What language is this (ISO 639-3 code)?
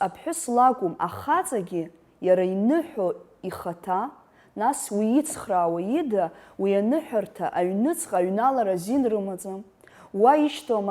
abk